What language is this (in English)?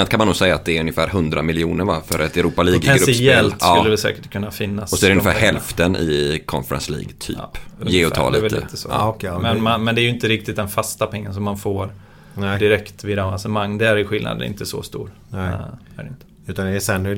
Swedish